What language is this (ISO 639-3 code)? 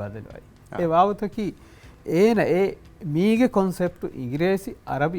div